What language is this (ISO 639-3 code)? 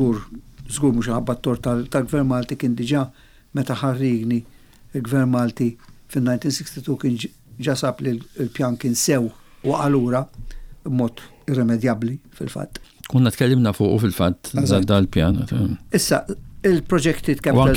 mlt